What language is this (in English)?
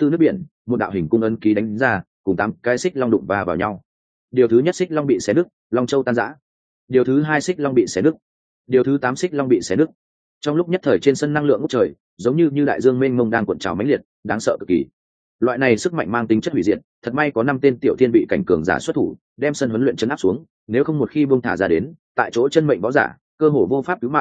Vietnamese